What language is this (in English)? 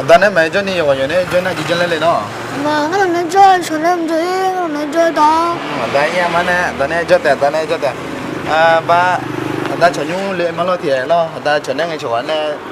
Akha